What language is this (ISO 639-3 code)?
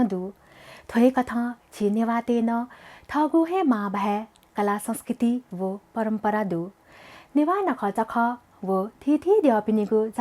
new